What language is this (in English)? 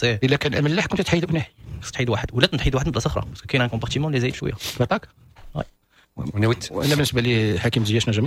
Moroccan Arabic